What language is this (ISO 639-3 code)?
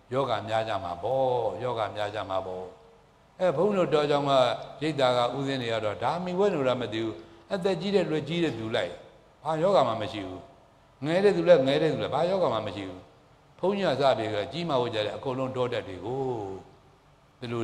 mya